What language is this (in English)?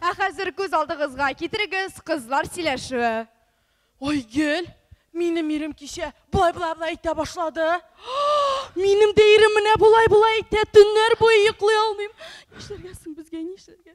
Tatar